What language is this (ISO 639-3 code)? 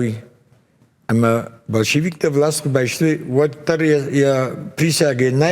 oss